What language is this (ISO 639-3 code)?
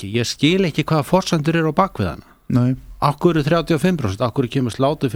isl